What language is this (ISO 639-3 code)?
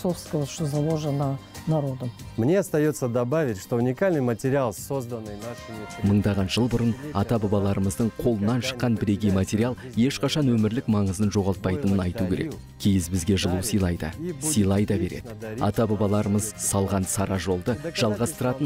kaz